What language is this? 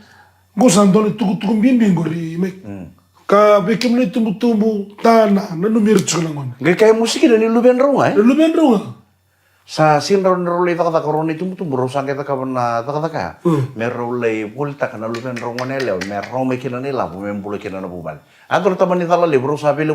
Fijian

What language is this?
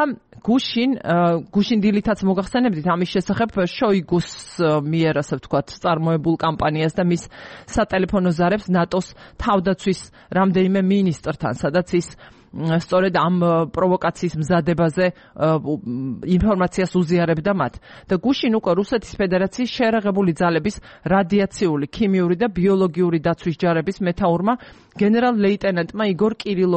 Georgian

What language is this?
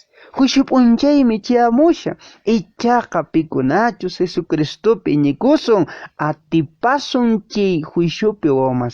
Quechua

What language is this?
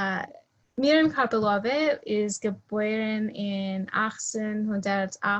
Yiddish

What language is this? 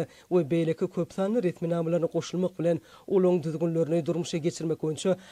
Turkmen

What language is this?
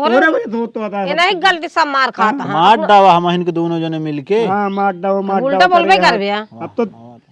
Awadhi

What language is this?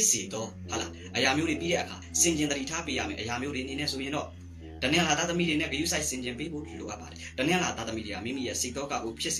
Burmese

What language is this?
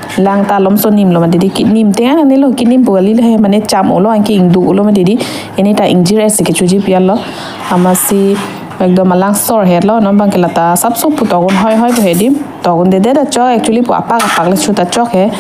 Karbi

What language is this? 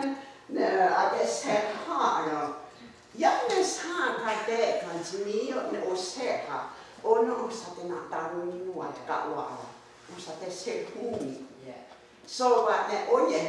Mohawk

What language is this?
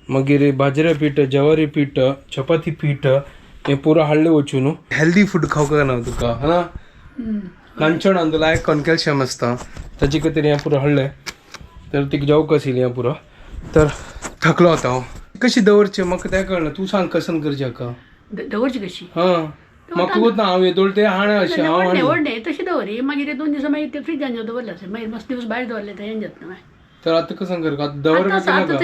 Konkani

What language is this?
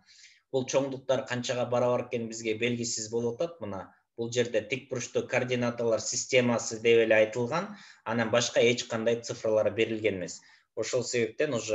Kyrgyz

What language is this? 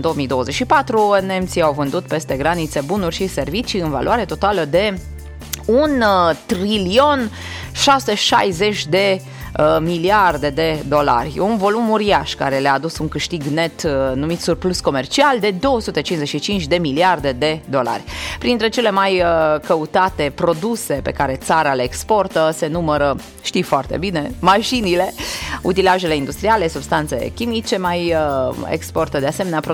Romanian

